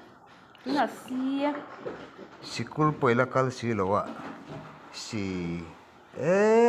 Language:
Mizo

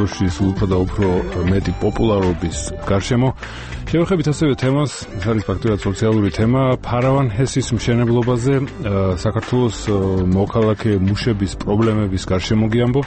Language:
Georgian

